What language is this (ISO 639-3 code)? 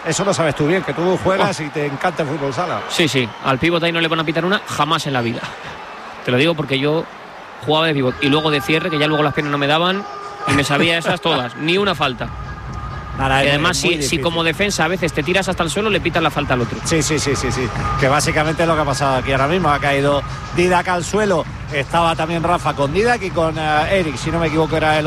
spa